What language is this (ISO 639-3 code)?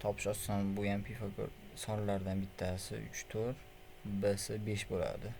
uzb